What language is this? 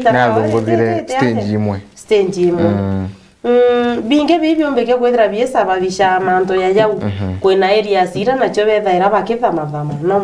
Meru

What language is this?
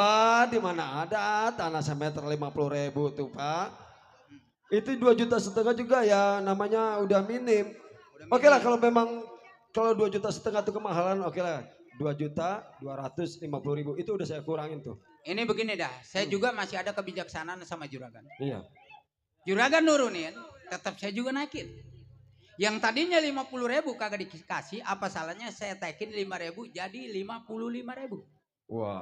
Betawi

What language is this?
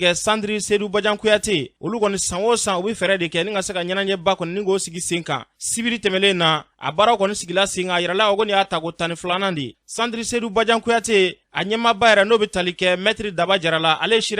Bambara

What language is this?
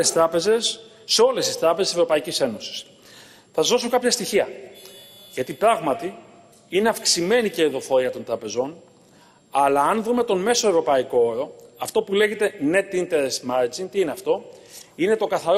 Greek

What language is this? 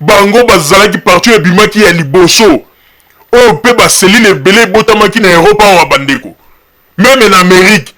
Lingala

